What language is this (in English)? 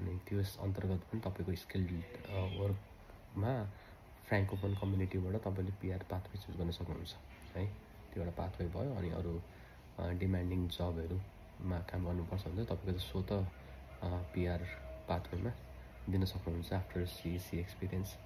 Nepali